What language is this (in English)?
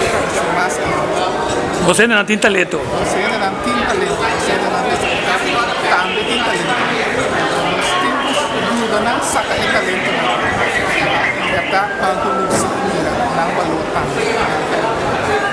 Papiamento